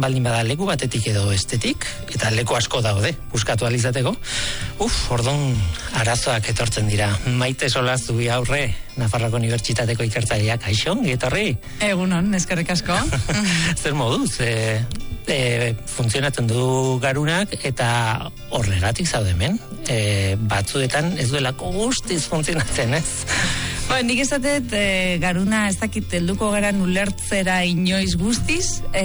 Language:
Basque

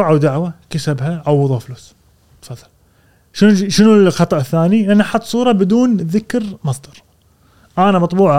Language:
Gulf Arabic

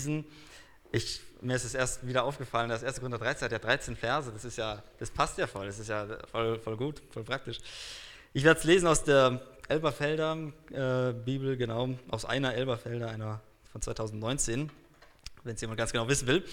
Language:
German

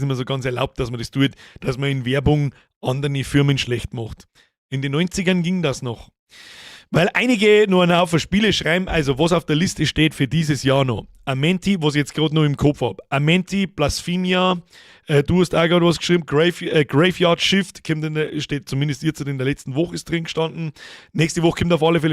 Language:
Bavarian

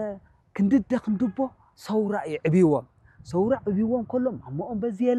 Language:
Tigrinya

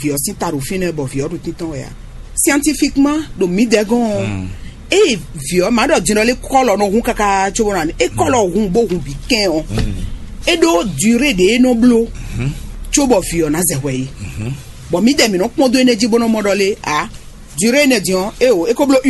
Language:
Fon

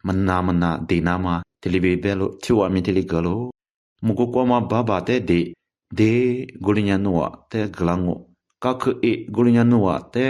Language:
Lisu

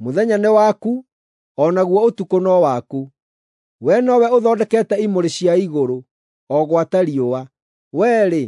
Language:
Kikuyu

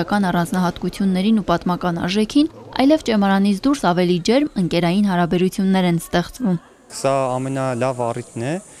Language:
Armenian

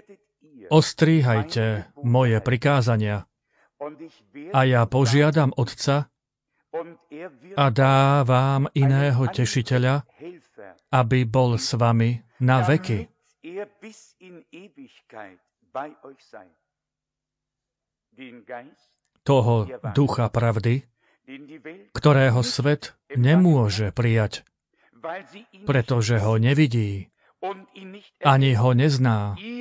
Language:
Slovak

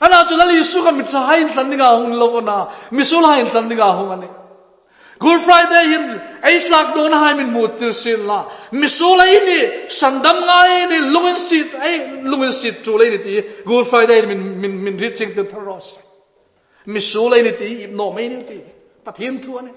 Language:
Hmar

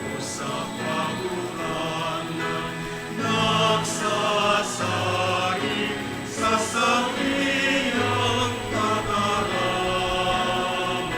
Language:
Bikol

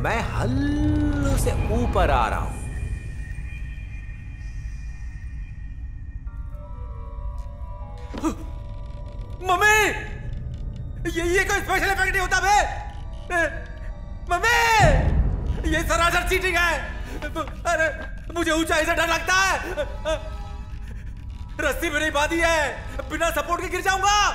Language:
Hindi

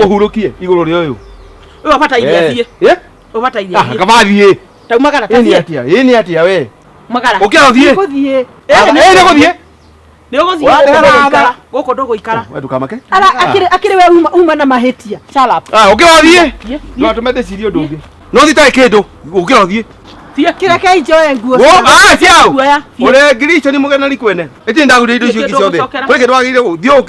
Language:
Kikuyu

